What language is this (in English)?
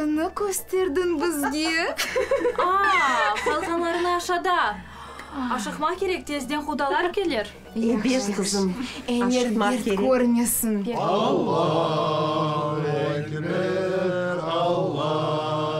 Crimean Tatar